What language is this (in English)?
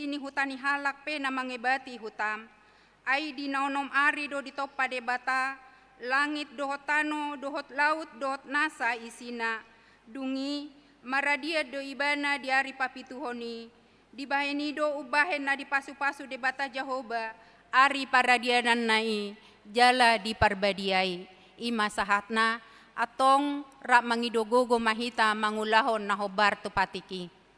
Batak Toba